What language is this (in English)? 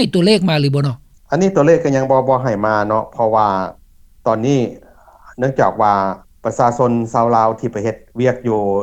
Lao